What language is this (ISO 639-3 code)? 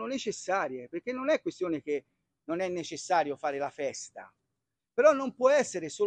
ita